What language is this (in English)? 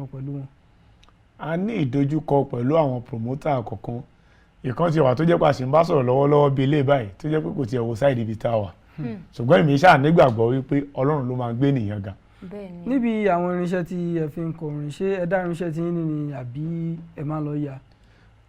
Yoruba